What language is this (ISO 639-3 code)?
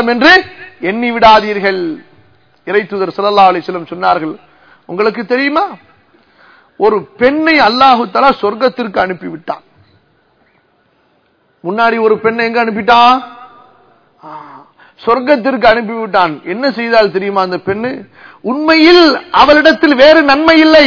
tam